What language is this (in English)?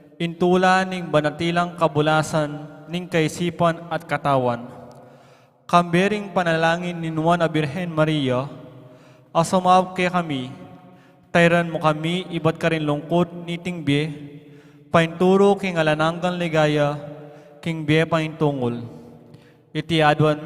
Pampanga